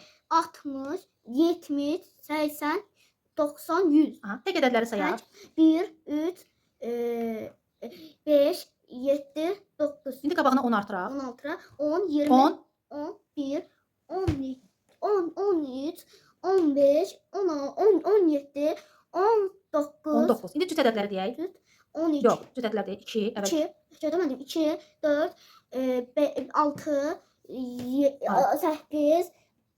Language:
Azerbaijani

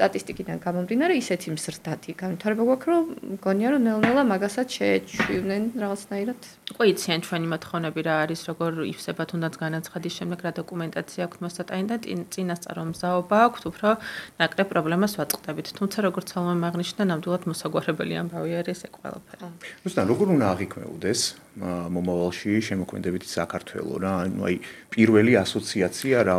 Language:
Georgian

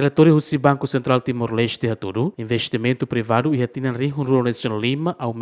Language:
Tetum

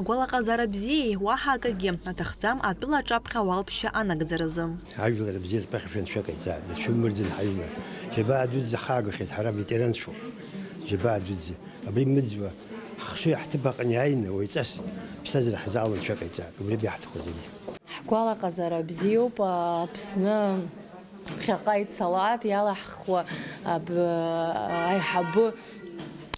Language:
Abkhazian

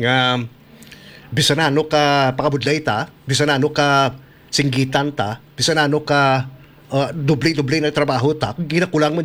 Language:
Hiligaynon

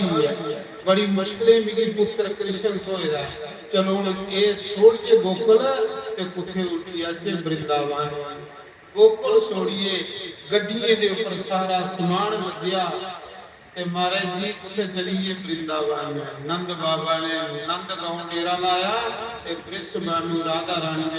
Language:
Dogri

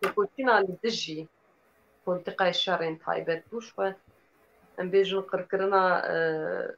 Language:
Kurdish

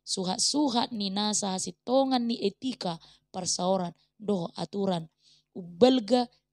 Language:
Batak Toba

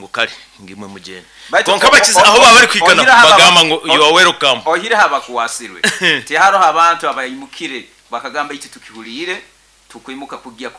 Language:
Nyankole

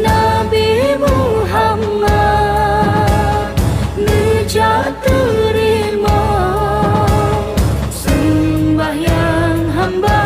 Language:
Achinese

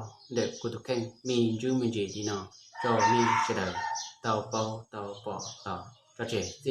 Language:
Hmong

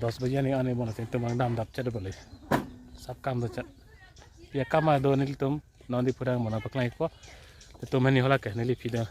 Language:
Karbi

